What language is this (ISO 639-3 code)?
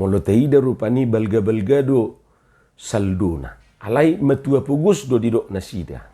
bbc